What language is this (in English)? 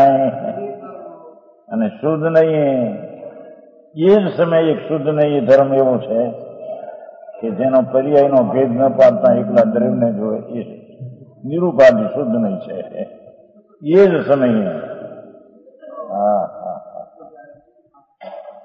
Gujarati